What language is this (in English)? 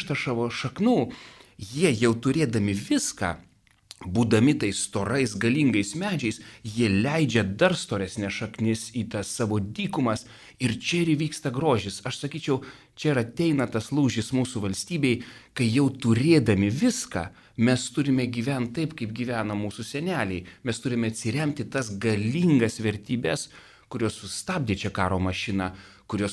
Lithuanian